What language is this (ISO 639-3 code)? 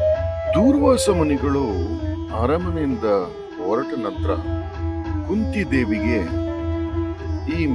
kan